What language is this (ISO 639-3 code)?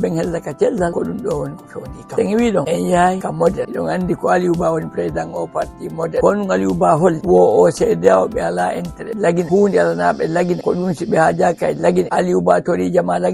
ful